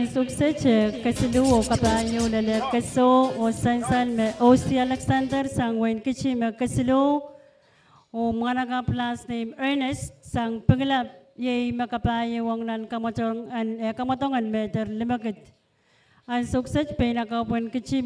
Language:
Pohnpeian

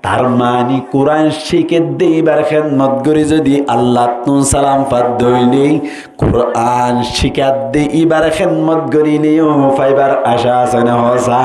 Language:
Rohingya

